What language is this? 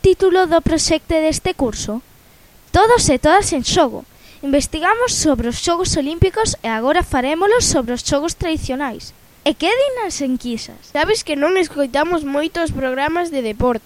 Galician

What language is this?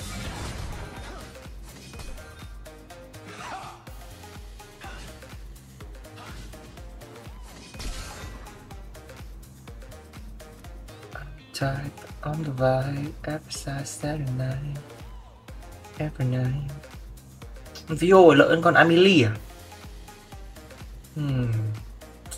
Vietnamese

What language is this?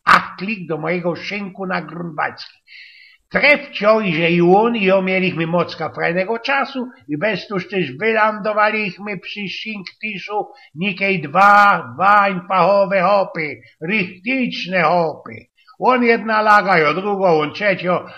Silesian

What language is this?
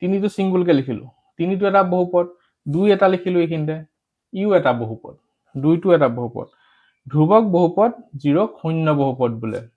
Assamese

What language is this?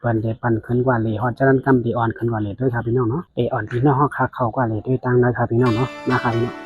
Shan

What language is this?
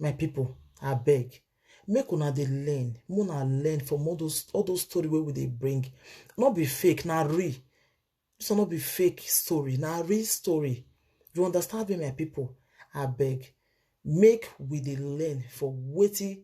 Nigerian Pidgin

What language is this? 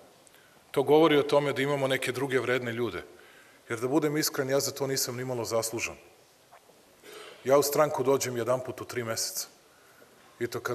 Serbian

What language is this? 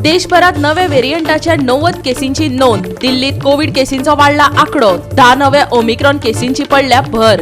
Konkani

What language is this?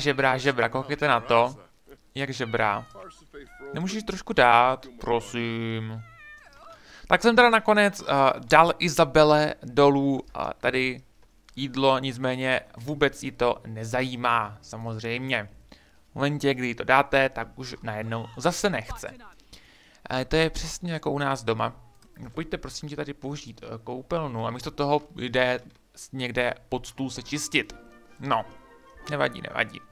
Czech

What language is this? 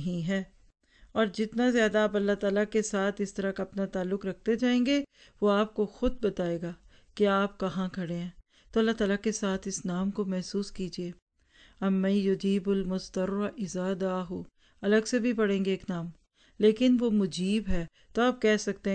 Urdu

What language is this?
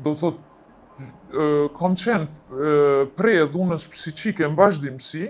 Albanian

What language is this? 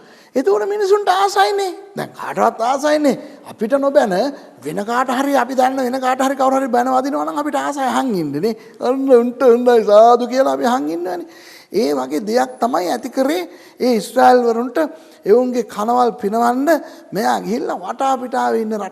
Sinhala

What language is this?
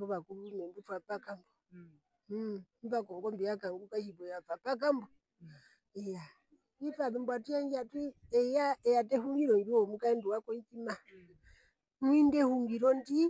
Herero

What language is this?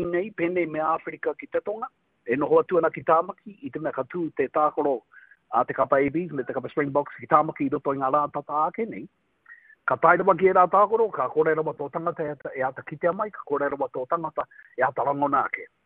Māori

